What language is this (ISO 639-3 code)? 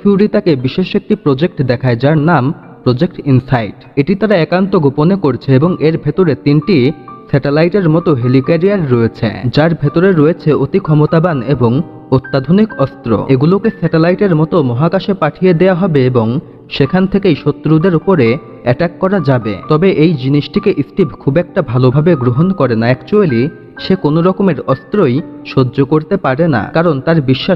ben